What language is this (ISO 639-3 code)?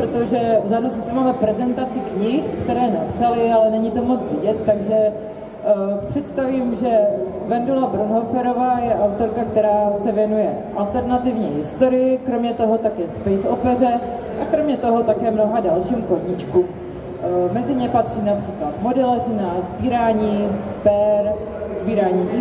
ces